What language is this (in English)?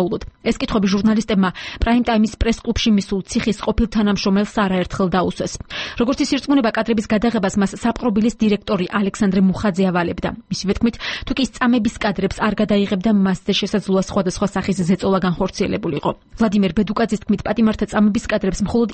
Georgian